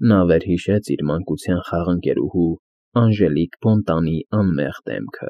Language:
Armenian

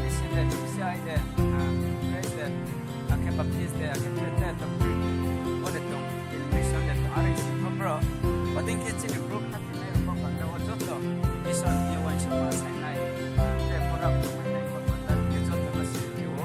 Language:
Riang (India)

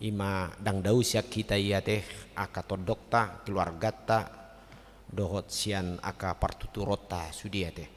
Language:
Batak Toba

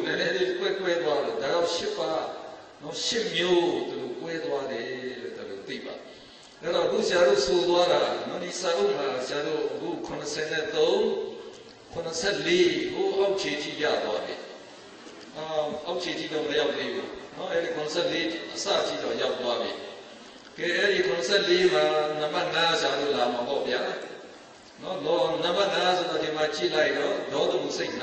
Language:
Burmese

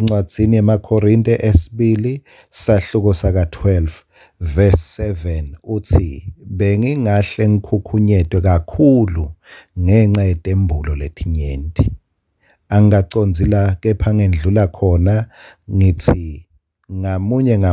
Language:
Swati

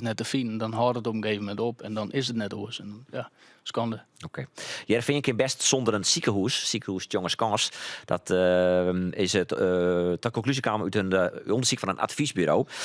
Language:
Western Frisian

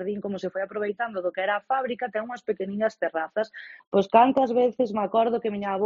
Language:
Galician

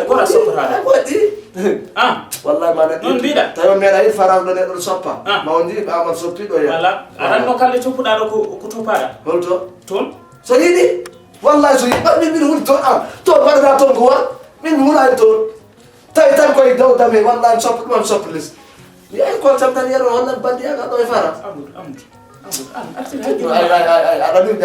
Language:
Fula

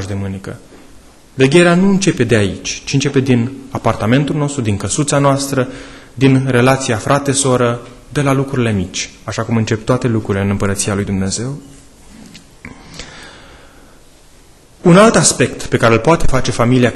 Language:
Romanian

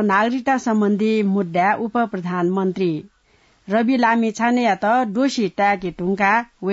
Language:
Newari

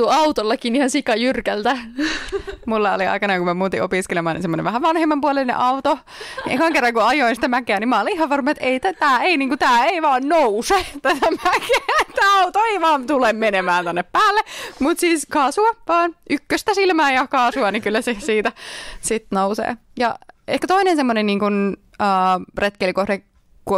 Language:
Finnish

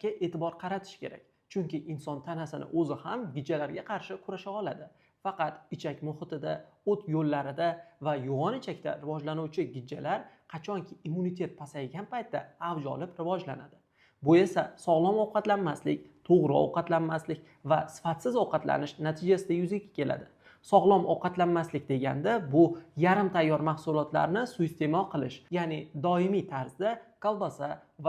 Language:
Uzbek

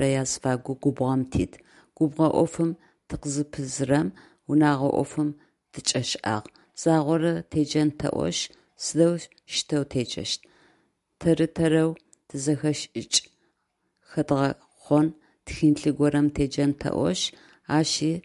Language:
Adyghe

